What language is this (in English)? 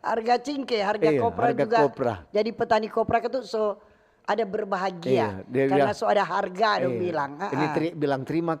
Manado Malay